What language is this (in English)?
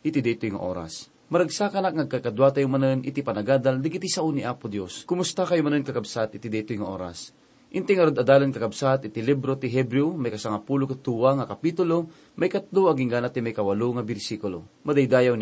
Iloko